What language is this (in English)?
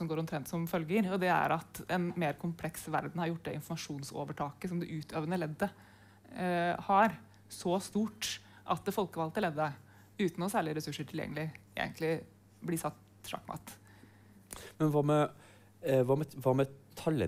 Norwegian